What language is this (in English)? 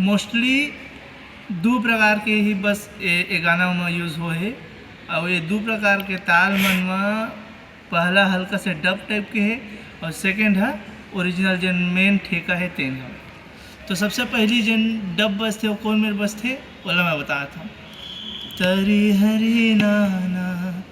Chhattisgarhi